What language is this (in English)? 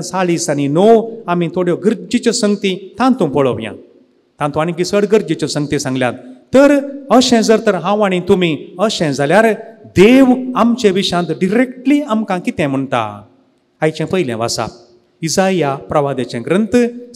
Konkani